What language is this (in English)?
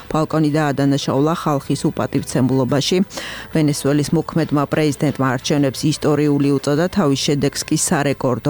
Georgian